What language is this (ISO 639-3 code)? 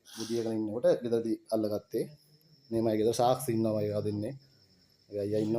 sin